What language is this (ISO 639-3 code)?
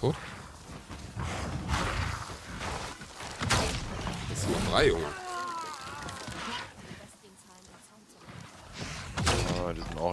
deu